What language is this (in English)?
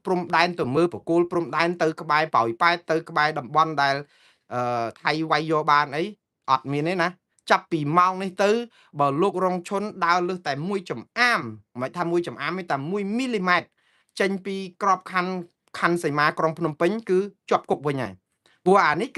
Khmer